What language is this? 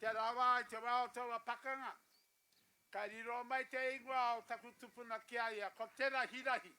Māori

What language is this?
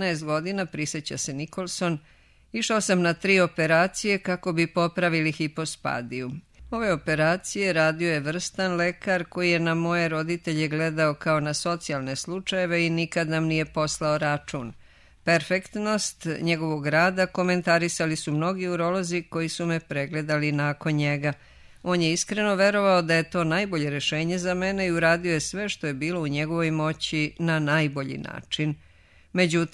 Serbian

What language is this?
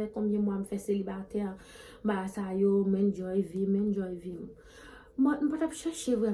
Haitian Creole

